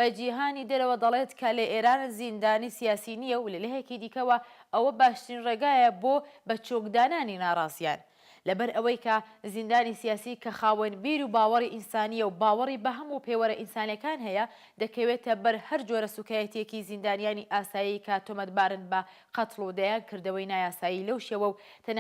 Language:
Central Kurdish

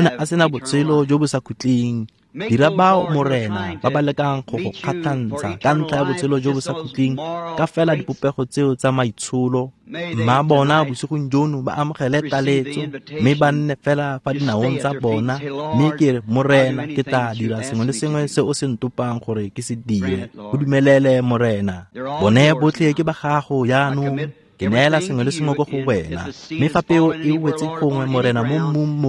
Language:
Tswana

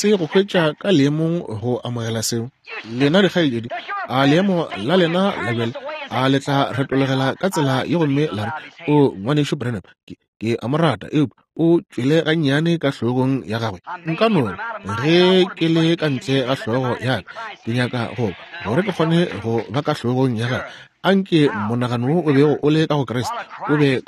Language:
Northern Sotho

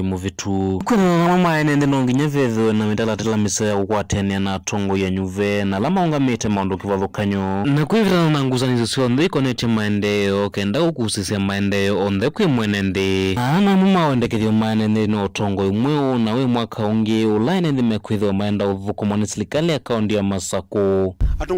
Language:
Kamba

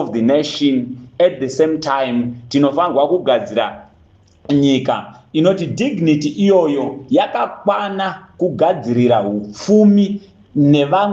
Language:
Shona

